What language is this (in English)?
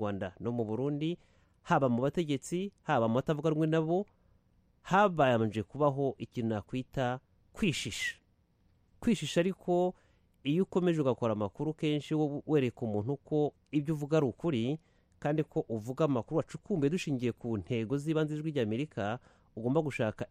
Kinyarwanda